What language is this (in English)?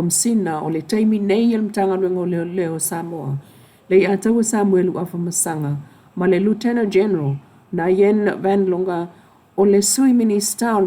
Samoan